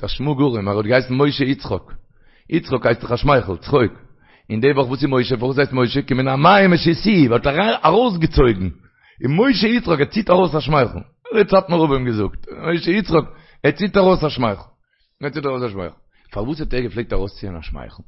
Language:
Yiddish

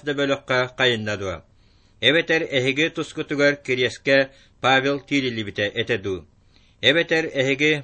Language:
Yakut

